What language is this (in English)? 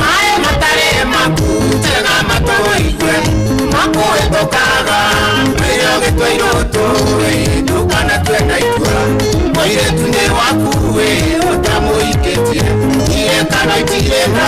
Kikuyu